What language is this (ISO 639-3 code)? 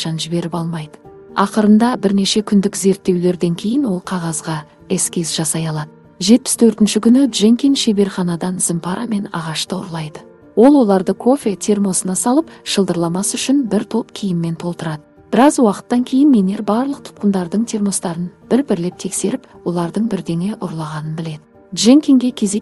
kaz